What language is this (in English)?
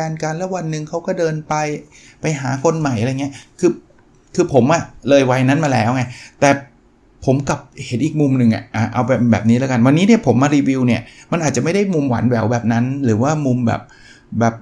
Thai